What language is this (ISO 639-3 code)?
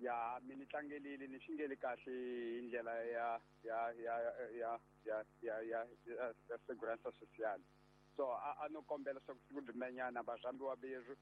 tso